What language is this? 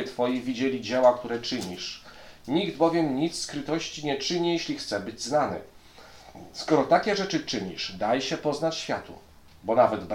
Polish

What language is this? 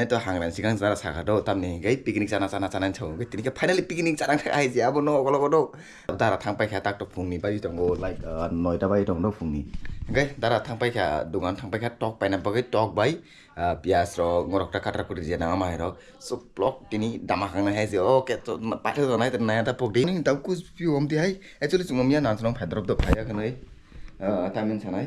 Kok Borok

